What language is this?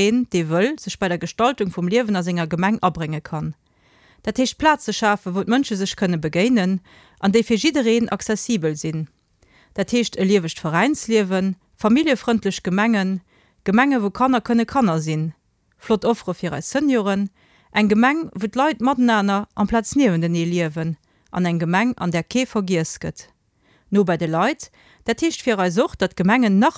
Luxembourgish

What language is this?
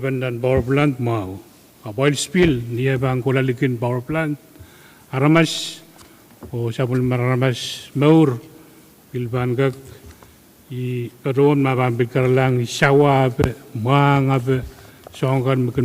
Pohnpeian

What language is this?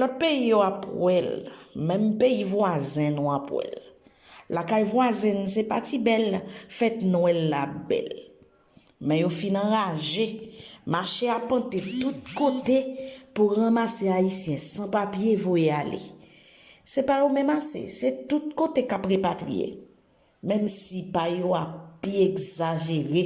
Haitian Creole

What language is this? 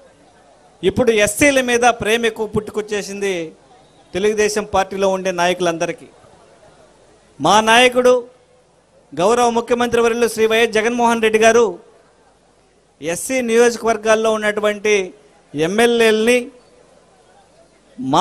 Telugu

